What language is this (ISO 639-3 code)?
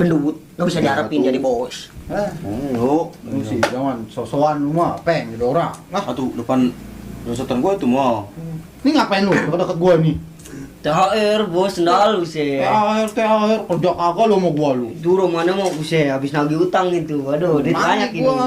bew